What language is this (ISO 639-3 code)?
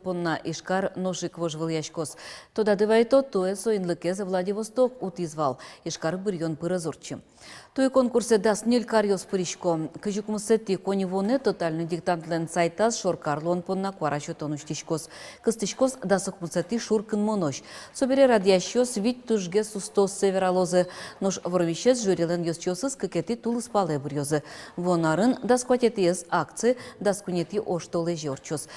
udm